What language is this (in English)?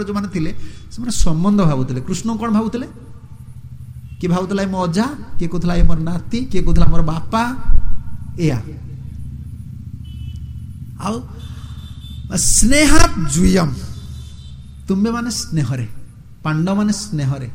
Odia